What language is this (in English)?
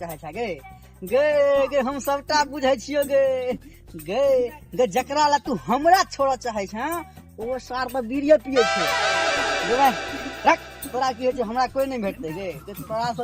Maithili